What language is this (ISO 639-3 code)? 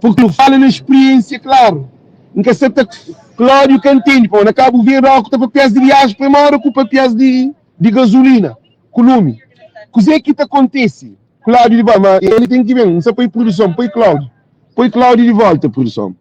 kea